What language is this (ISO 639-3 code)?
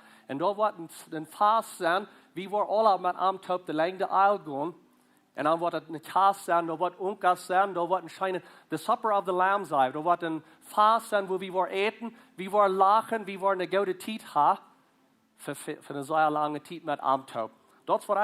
pdt